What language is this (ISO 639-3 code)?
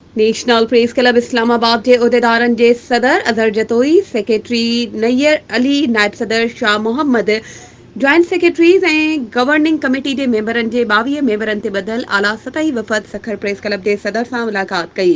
snd